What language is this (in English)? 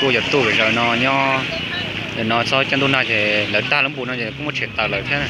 Hmong